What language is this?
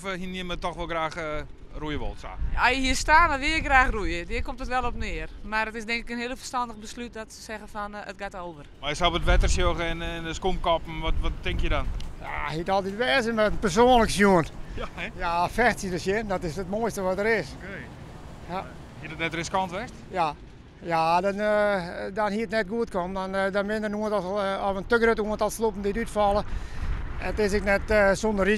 Western Frisian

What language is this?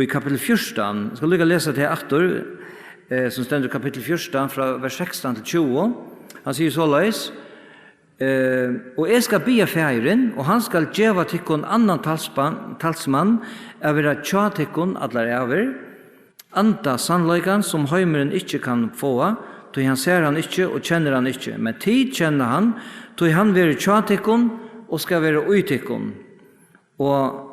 Faroese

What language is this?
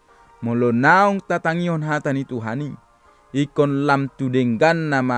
Batak Toba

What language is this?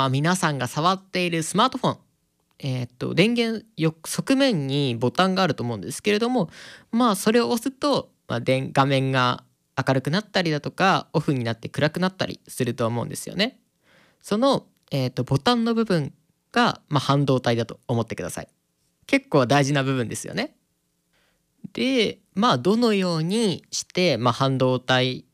Japanese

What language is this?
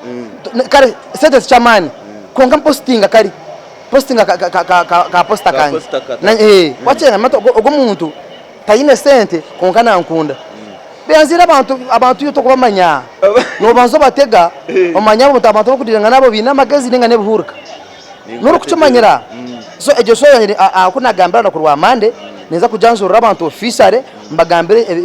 Nyankole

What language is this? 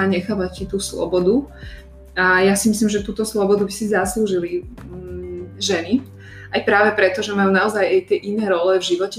Slovak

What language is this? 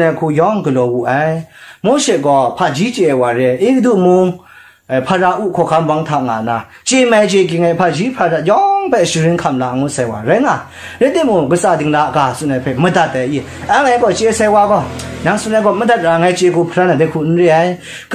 Kachin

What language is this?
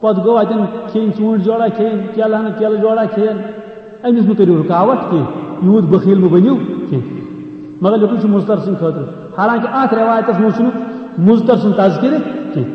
Kashmiri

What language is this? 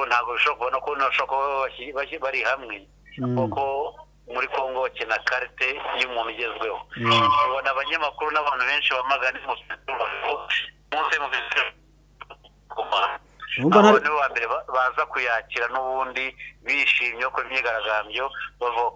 Kinyarwanda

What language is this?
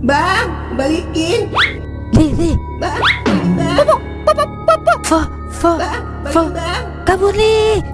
Betawi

